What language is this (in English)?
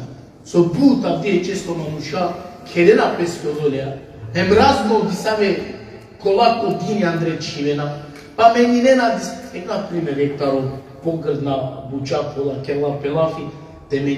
Balkan Romani